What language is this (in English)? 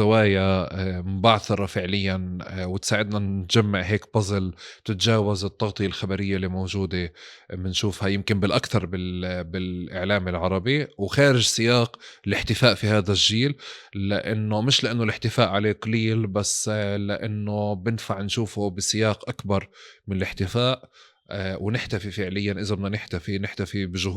North Levantine Arabic